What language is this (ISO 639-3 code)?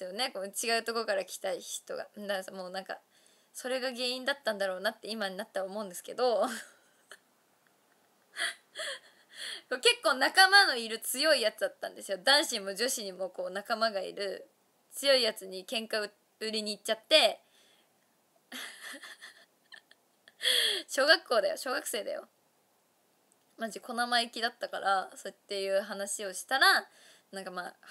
jpn